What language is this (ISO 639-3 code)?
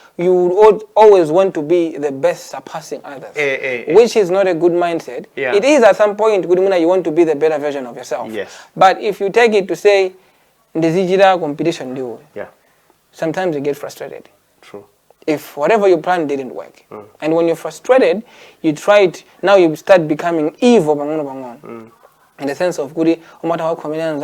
nya